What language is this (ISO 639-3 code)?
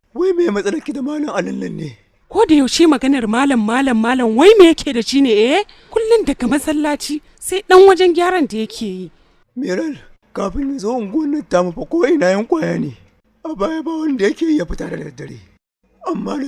hau